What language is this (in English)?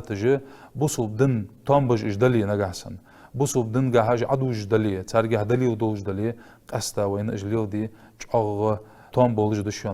Ingush